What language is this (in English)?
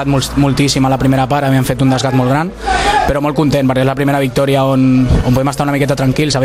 Catalan